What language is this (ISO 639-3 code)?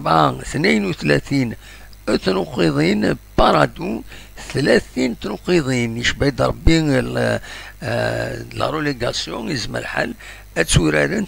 kab